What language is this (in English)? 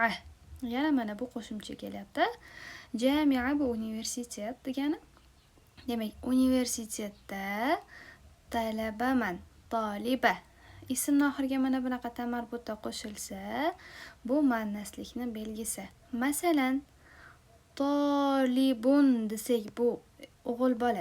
Uzbek